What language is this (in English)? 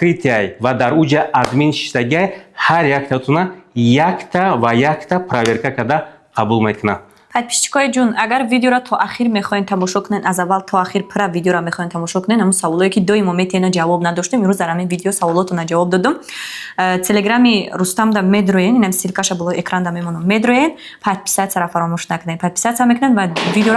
Tajik